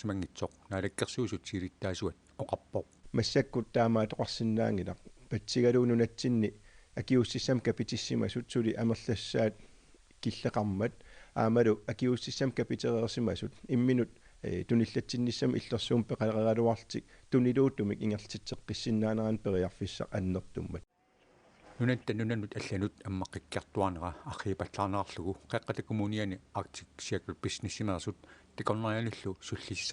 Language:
Kalaallisut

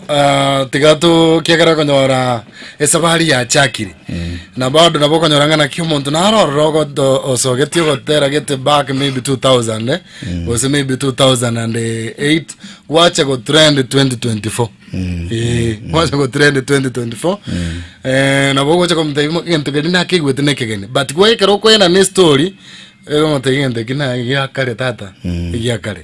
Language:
Gusii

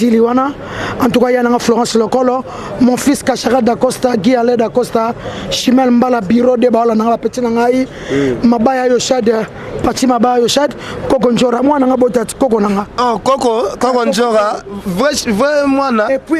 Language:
Lingala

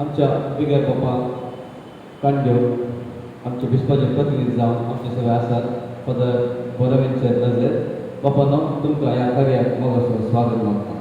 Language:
Konkani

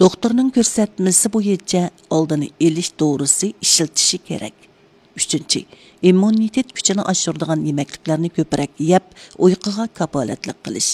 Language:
Uyghur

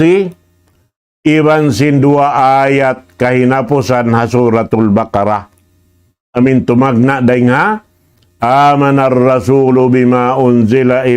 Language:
Tausug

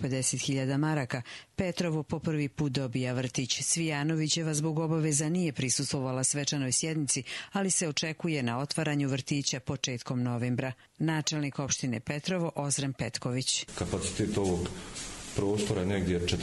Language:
Bosnian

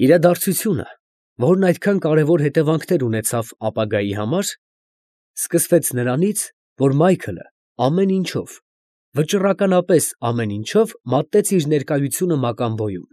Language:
Armenian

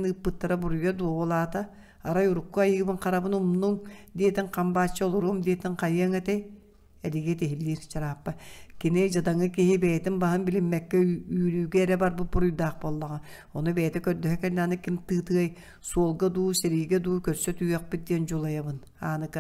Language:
Yakut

